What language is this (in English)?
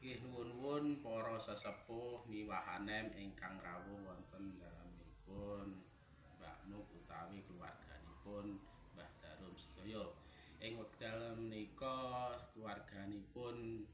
Javanese